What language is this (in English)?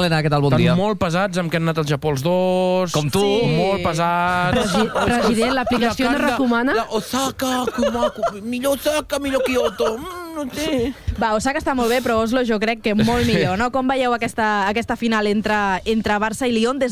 Catalan